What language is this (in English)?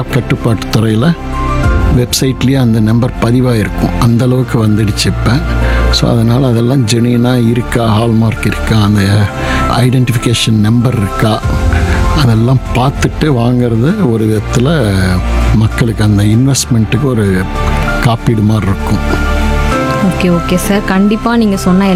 Tamil